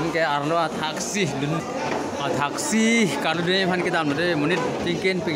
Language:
Karbi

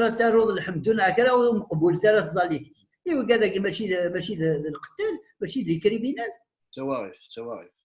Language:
Kabyle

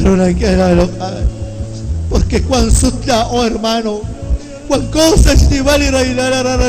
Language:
Kekchí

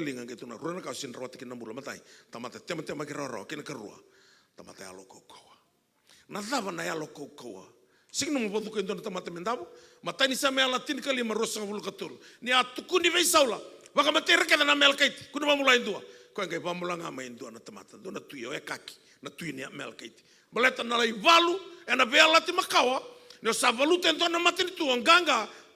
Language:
Fijian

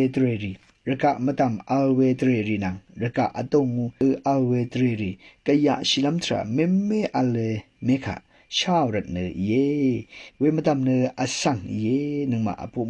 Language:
Rawang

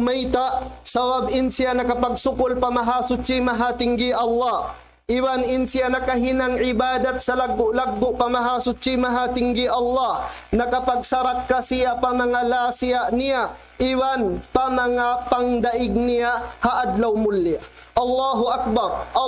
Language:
Tausug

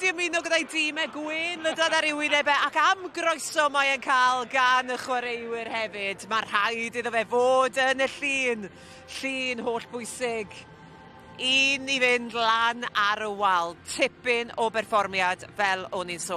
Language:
Welsh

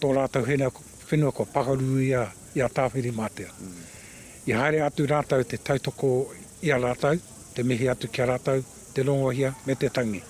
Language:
Māori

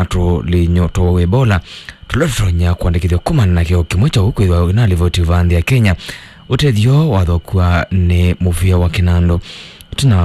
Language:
Kamba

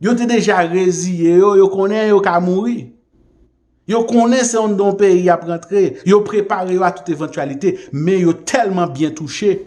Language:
Haitian Creole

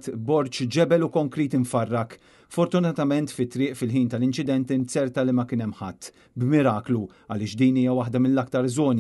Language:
Maltese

